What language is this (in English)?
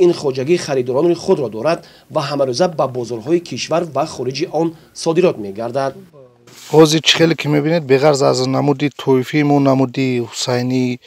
Tajik